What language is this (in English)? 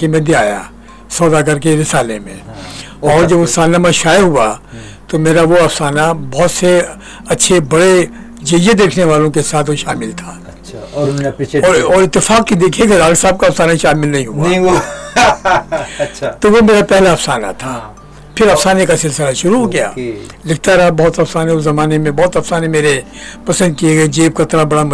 Urdu